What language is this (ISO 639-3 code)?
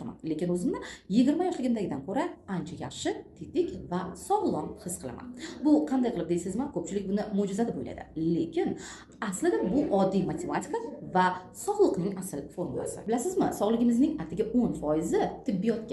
uzb